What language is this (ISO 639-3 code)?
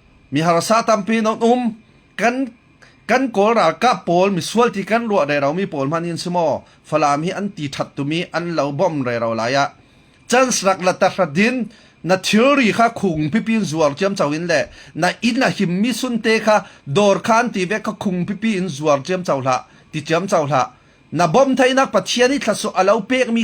cfm